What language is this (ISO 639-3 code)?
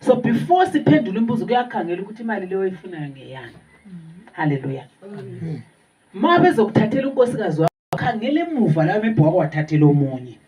nde